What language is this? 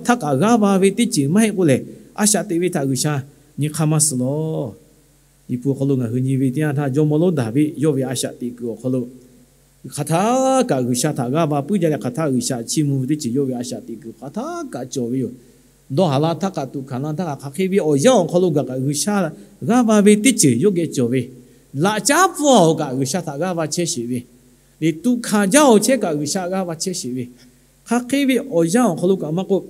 Lahu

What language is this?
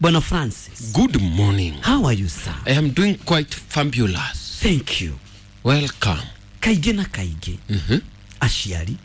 Kikuyu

